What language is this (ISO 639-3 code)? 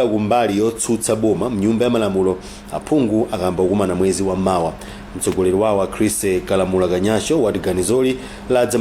nya